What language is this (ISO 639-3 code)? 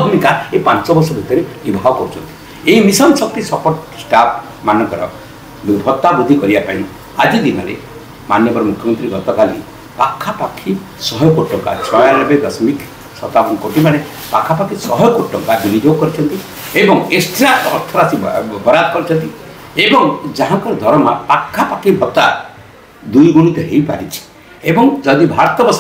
ori